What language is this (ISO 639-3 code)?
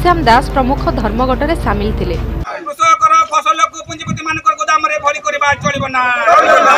ori